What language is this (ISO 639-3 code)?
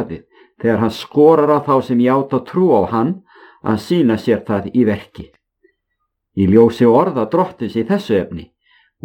isl